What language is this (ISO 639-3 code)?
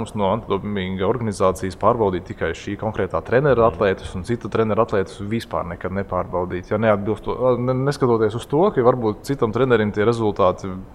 lav